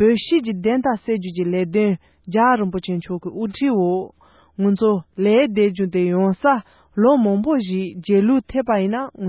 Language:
Tibetan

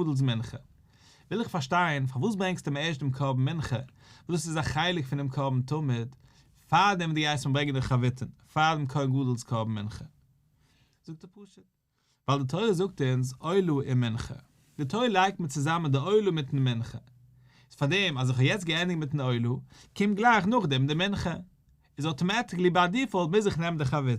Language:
Yiddish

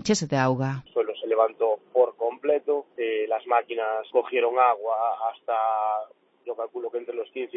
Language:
Galician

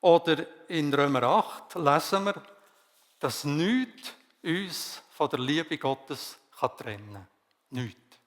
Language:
Swiss German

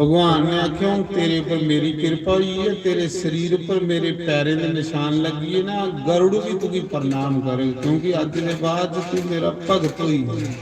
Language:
Dogri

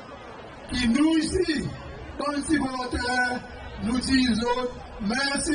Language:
Seselwa Creole French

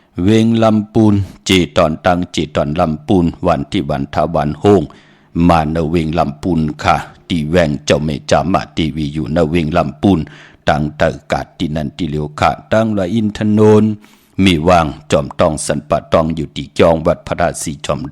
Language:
Shan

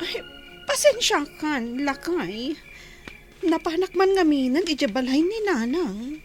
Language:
Iloko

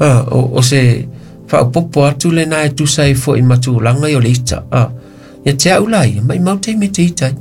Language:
Samoan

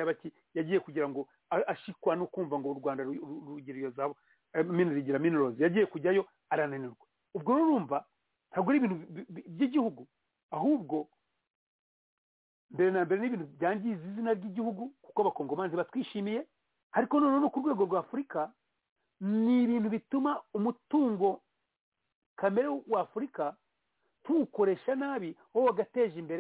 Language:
Kinyarwanda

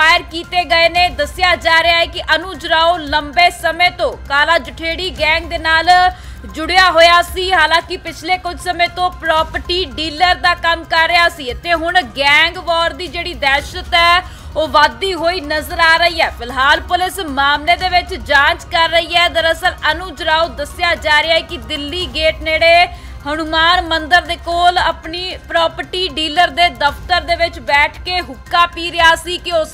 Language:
Punjabi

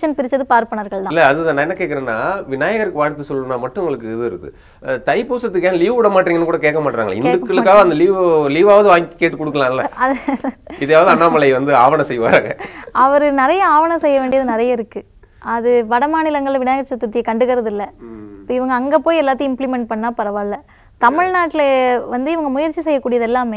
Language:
Tamil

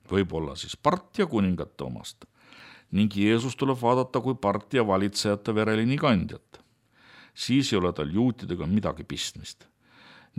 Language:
Estonian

